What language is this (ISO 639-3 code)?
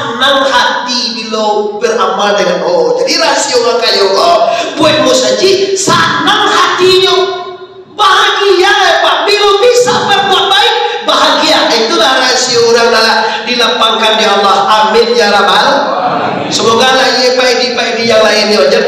min